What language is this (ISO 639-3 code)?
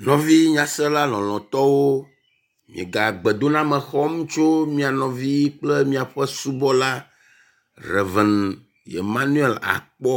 ewe